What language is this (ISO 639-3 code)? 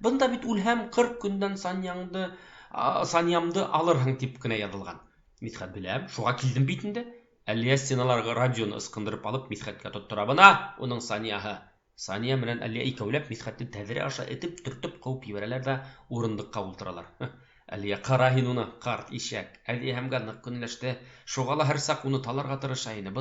bak